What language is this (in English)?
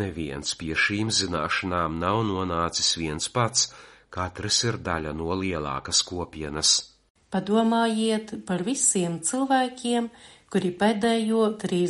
Latvian